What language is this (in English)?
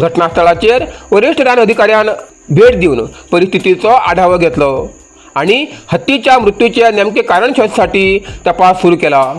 Konkani